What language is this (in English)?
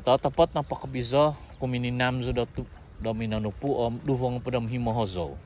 Central Dusun